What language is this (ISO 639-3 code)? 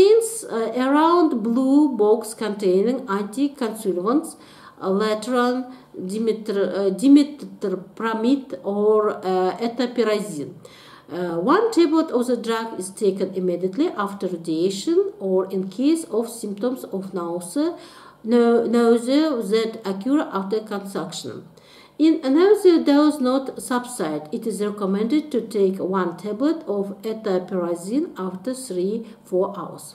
eng